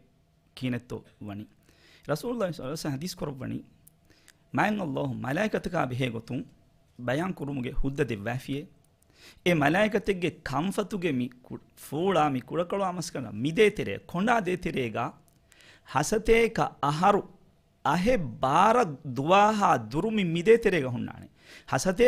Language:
Divehi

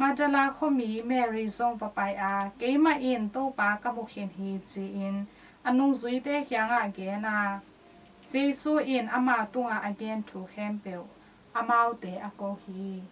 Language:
Tedim Chin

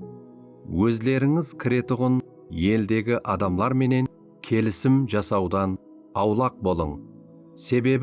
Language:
Kara-Kalpak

